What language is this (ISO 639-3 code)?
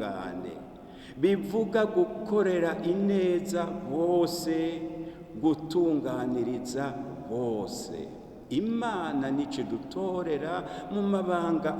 run